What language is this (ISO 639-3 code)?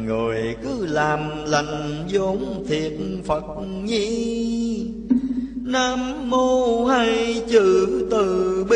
vie